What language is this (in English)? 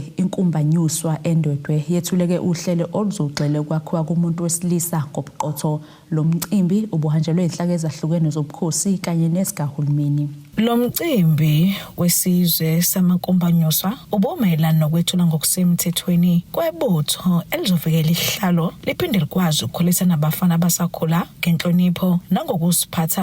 Zulu